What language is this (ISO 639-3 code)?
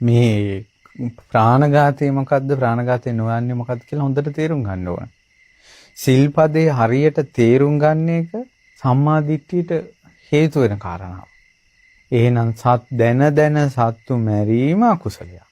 sin